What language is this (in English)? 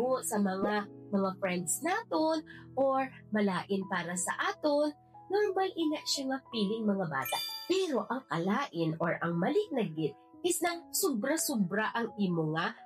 Hiligaynon